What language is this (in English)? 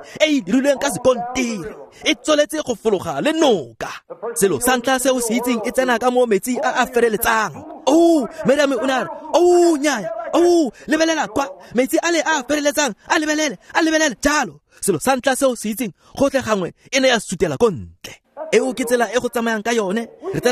Tswana